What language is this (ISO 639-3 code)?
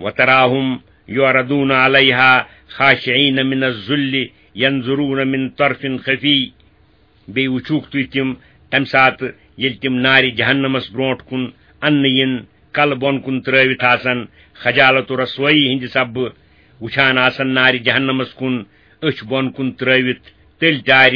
kas